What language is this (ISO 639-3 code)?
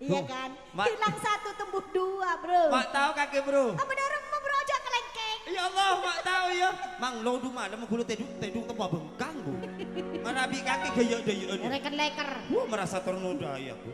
mad